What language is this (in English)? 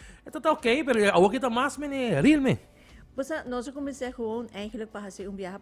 Papiamento